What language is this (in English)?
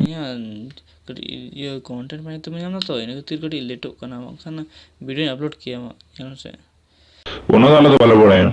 Santali